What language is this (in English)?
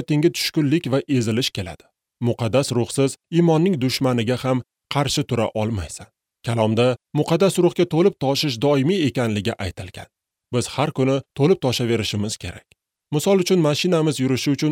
Uzbek